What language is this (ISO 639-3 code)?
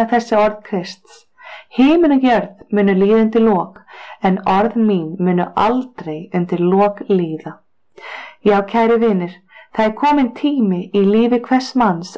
isl